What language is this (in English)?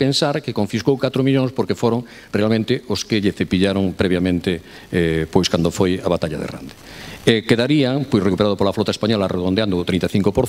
Galician